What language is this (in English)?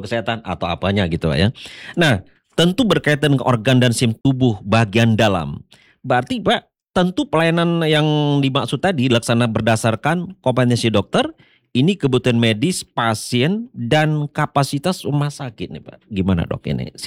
Indonesian